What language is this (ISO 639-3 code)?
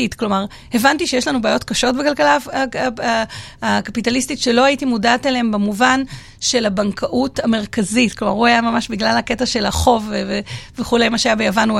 heb